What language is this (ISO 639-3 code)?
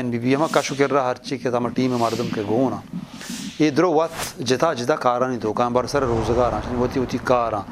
bgp